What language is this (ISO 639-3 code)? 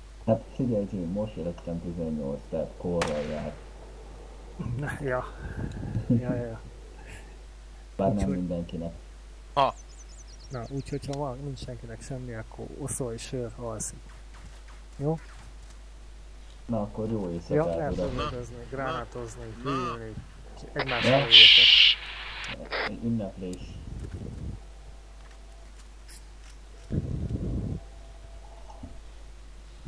hun